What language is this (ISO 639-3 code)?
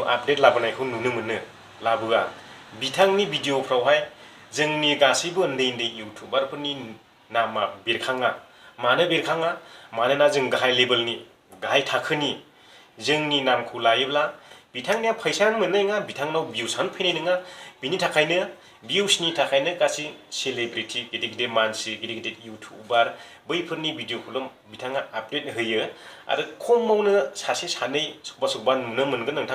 brx